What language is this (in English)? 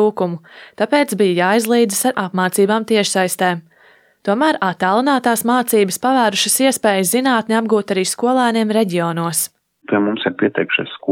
Latvian